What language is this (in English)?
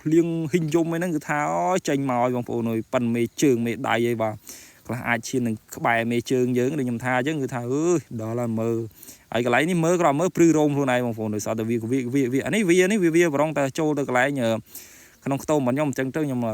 Khmer